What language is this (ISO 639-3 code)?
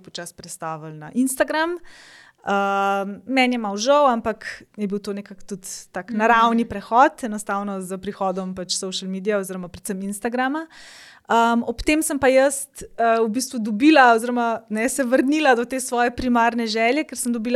slv